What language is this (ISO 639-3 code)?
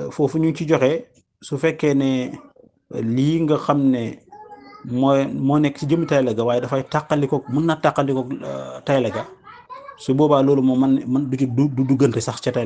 wol